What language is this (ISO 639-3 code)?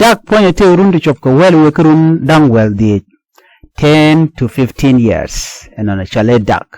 nus